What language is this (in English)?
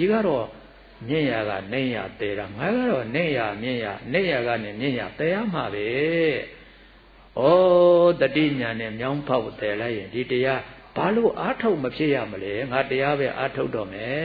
Burmese